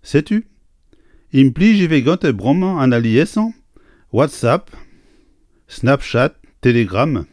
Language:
Breton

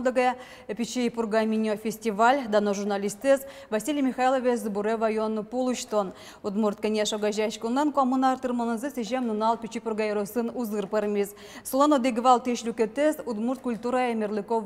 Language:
Udmurt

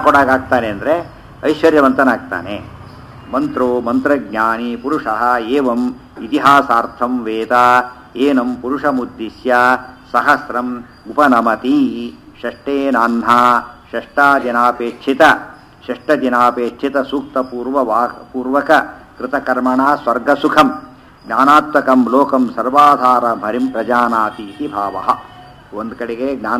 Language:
Kannada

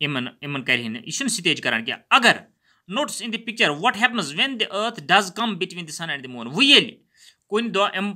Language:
Kashmiri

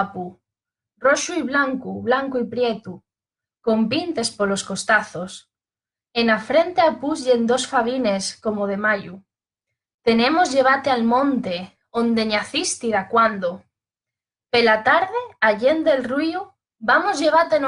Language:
Asturian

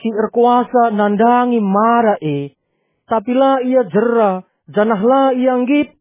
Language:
Batak Karo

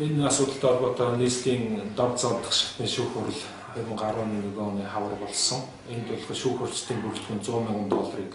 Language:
Mongolian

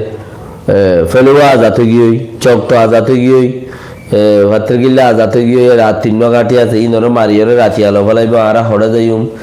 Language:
Rohingya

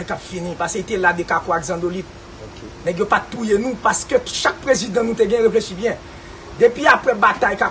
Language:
Haitian Creole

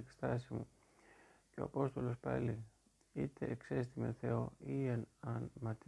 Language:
Greek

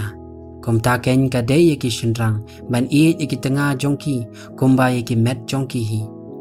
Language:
Khasi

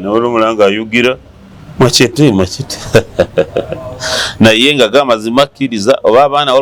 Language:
Ganda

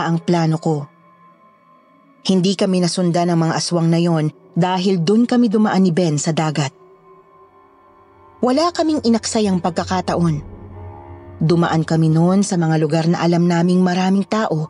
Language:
Filipino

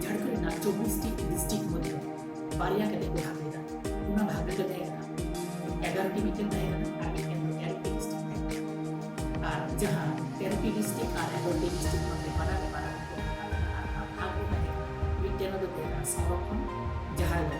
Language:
Santali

